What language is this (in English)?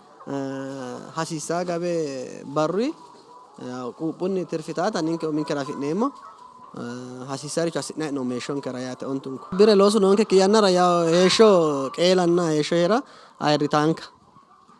Sidamo